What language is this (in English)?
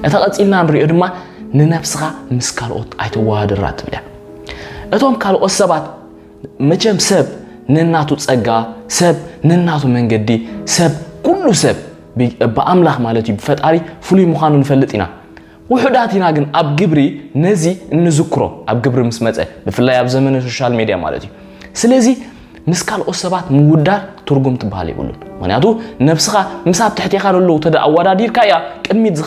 Tigrinya